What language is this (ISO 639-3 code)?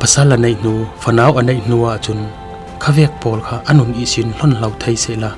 cfm